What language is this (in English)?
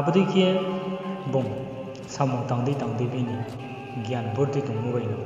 Riang (India)